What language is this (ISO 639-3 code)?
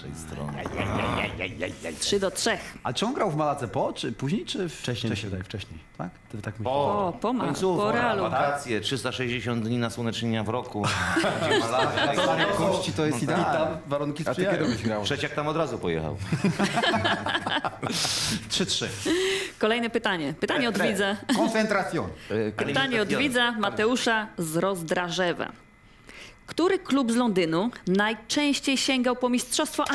pol